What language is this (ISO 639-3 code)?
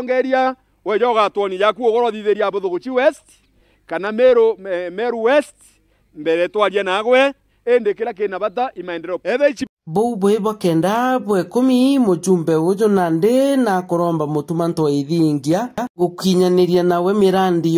mer